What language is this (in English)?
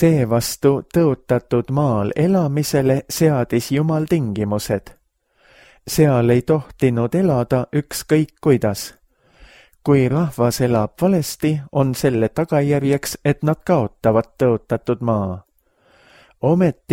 Estonian